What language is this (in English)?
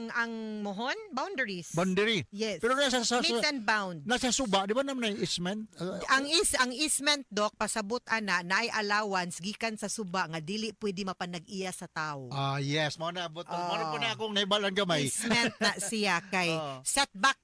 Cebuano